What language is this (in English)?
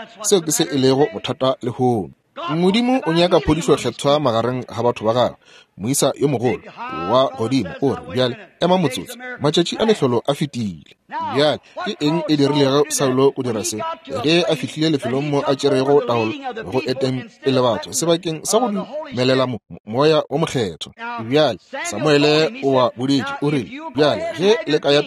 Northern Sotho